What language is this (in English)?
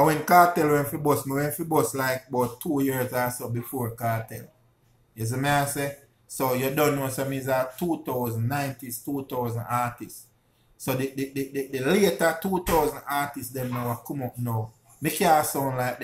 Jamaican Creole English